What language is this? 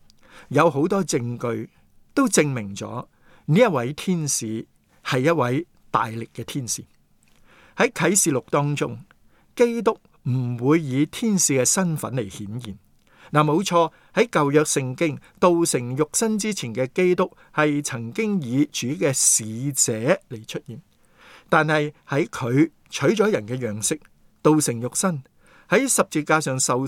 Cantonese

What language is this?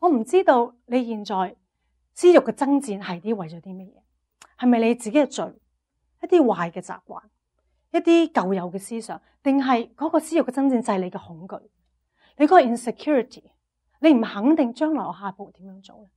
Cantonese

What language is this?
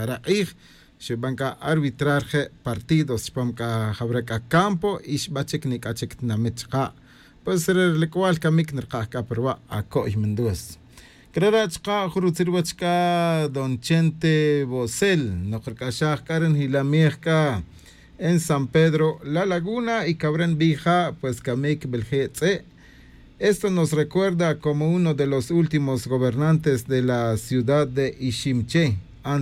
Tz'utujil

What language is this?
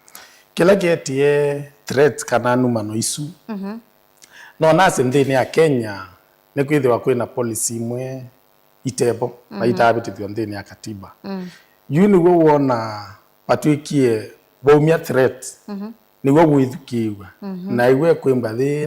Kamba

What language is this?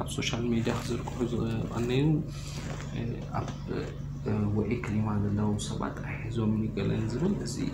Tigrinya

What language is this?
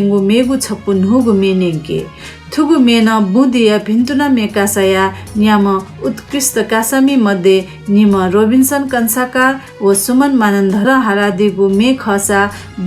Newari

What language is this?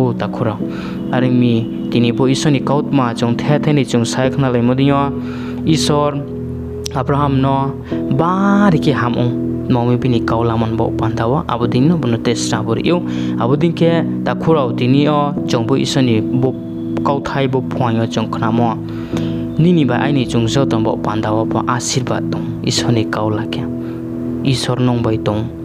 Riang (India)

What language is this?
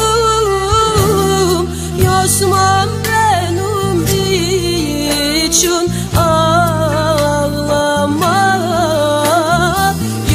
Turkish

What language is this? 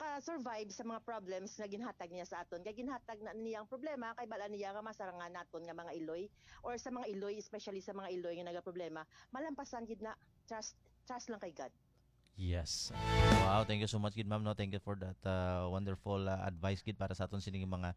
Hiligaynon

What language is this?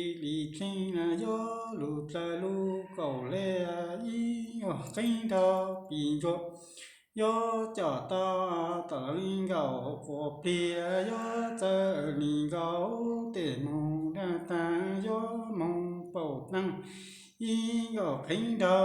Hmong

